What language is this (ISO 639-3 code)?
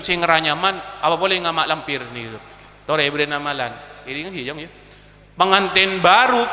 mad